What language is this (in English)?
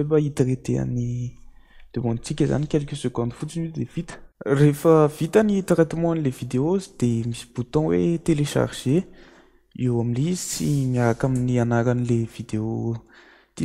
Malagasy